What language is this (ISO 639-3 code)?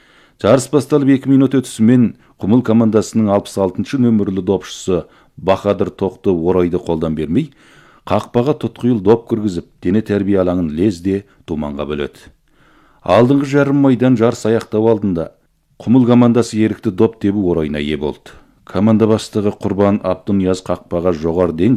kaz